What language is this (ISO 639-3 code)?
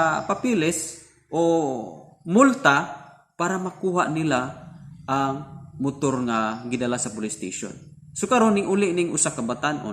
ceb